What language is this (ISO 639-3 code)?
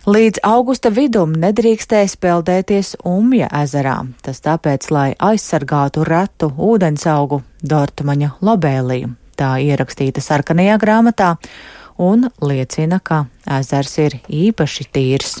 lav